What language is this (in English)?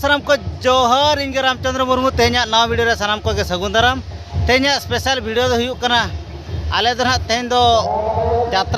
Santali